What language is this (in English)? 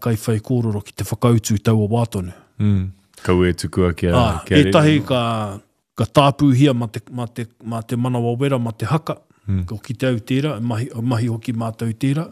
Māori